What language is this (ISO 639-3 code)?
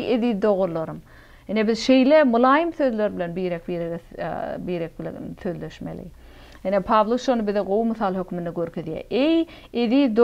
tuk